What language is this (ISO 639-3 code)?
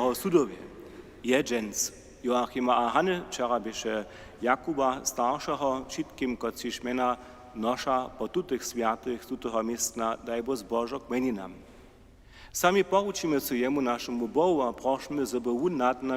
hsb